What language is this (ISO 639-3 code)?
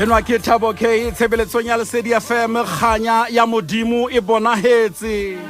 sot